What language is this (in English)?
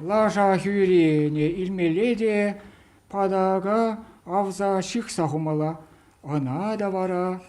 Chuvash